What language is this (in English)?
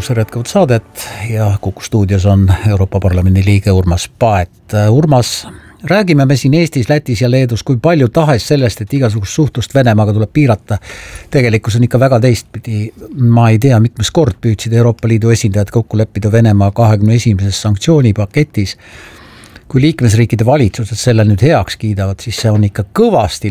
Estonian